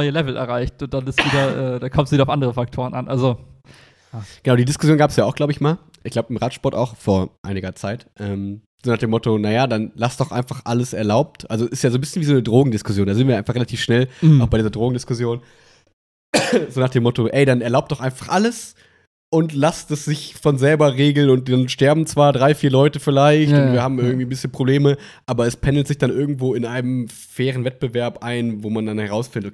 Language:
German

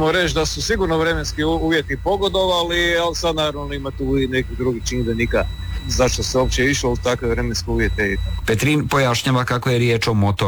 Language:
Croatian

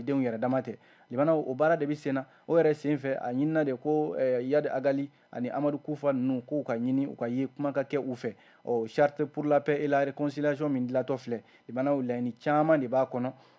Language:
Bambara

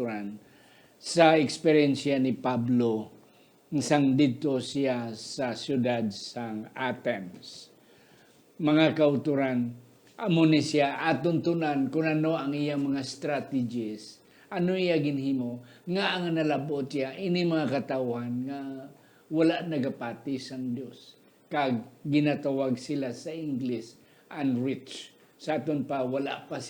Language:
Hiligaynon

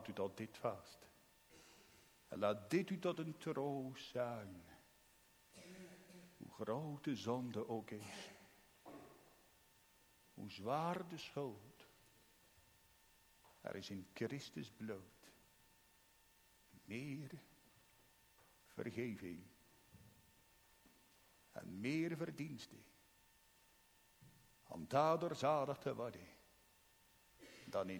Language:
Dutch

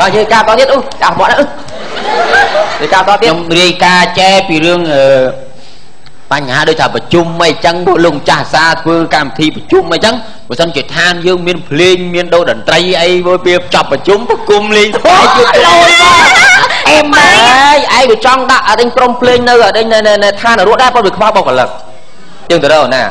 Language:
Khmer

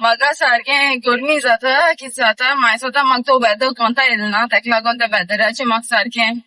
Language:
Konkani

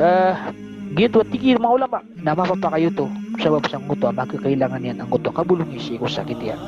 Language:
Maranao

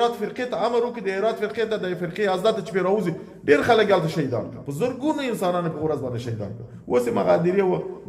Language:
Pashto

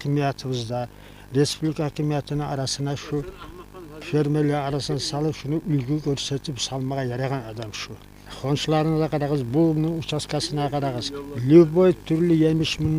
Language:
Kumyk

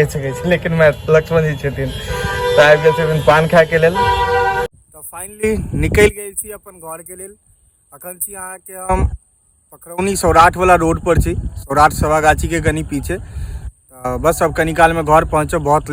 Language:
Maithili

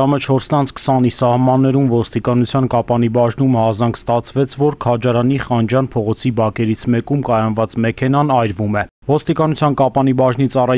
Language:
Armenian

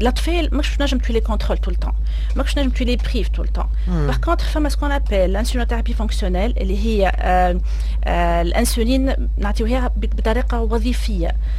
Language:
Tunisian Arabic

